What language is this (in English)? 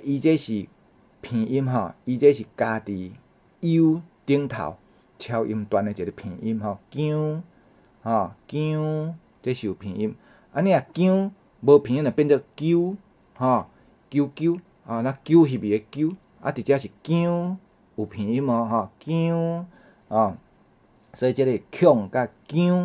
Min Nan Chinese